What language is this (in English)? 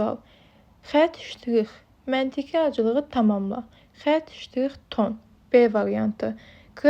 Azerbaijani